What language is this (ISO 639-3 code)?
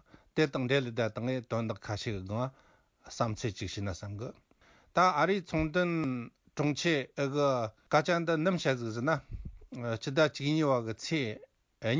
bod